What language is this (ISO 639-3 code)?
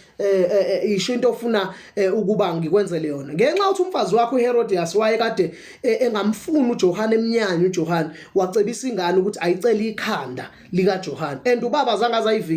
zul